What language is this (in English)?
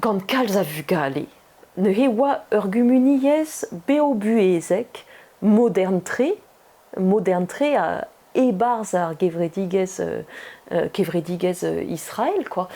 Breton